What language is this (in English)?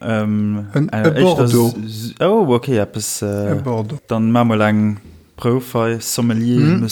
Luxembourgish